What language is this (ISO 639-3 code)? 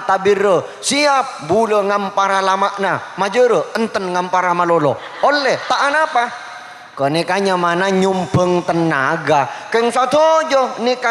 mad